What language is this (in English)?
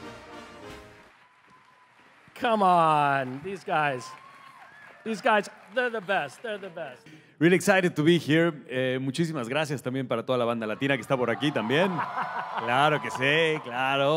English